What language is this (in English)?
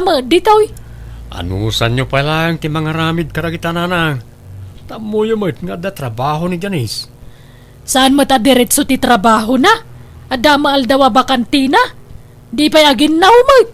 Iloko